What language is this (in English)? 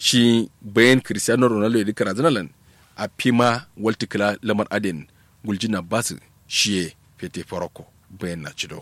Kanuri